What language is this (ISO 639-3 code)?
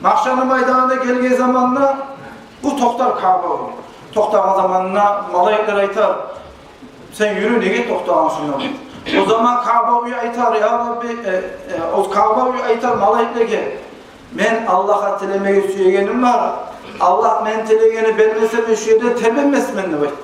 kum